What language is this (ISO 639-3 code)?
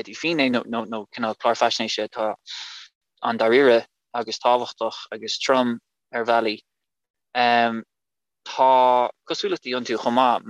gle